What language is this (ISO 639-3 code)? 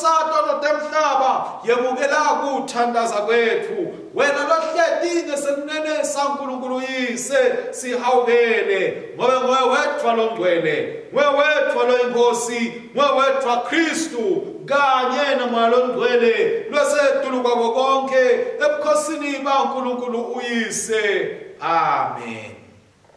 ssw